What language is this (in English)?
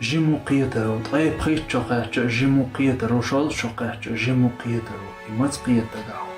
Chechen